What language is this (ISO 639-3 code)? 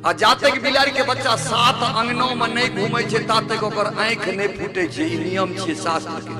mai